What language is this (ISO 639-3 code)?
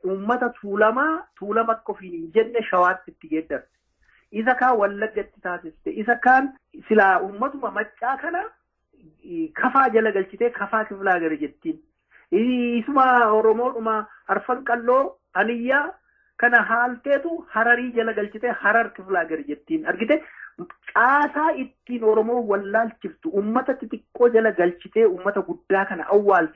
orm